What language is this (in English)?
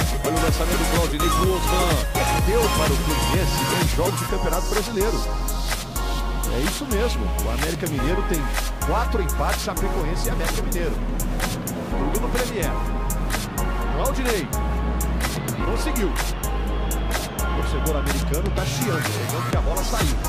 Portuguese